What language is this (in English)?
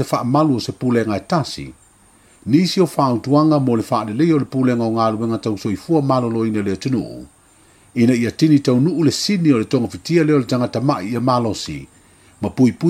Samoan